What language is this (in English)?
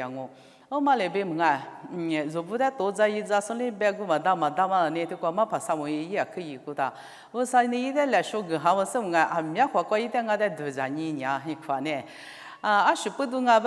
Lisu